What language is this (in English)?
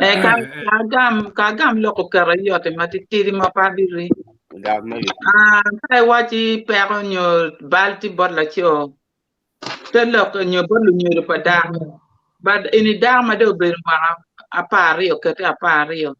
Acoli